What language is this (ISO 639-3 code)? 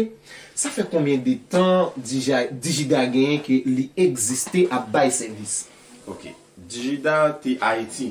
hat